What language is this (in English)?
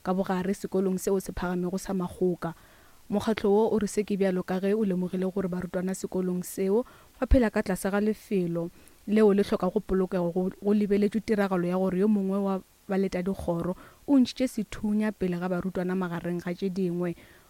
Northern Sotho